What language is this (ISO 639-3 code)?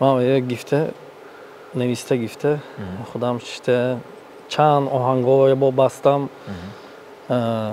tgk